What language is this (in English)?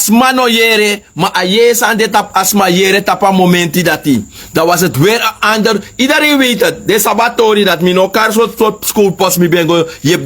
Sranan Tongo